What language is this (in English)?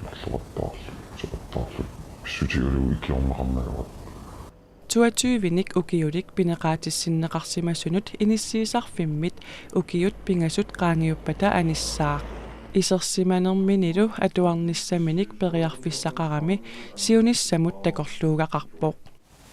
Kalaallisut